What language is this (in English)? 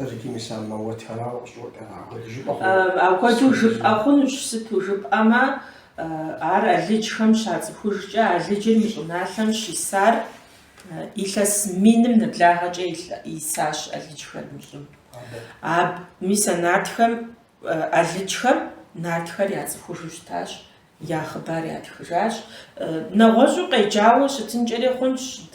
Kabardian